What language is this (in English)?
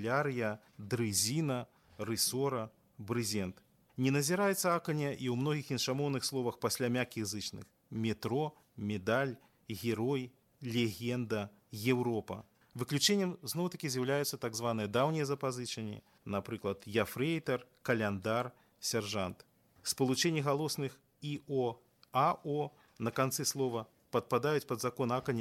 Belarusian